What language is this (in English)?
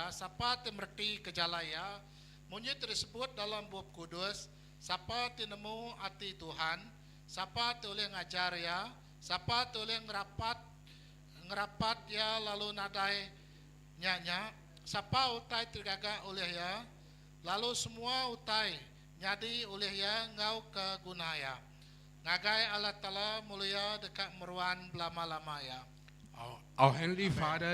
Iban